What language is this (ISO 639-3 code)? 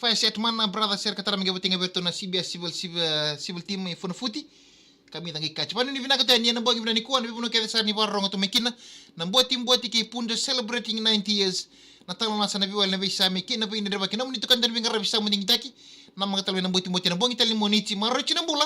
fij